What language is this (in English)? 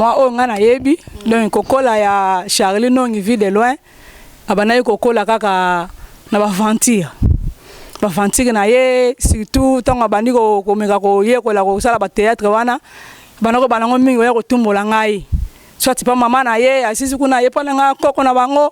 Lingala